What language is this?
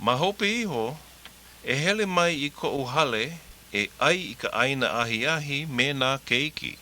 Hawaiian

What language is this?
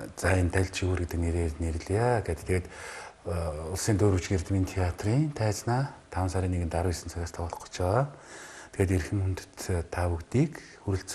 Mongolian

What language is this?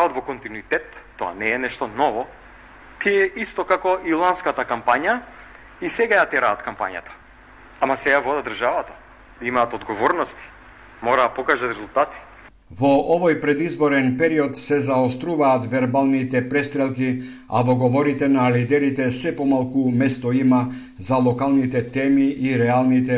Macedonian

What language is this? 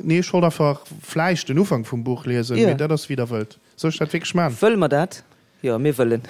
Luxembourgish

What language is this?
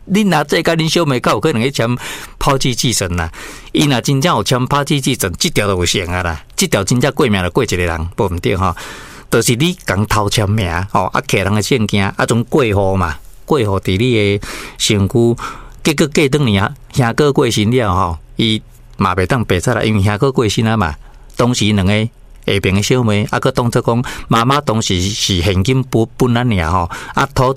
Min Nan Chinese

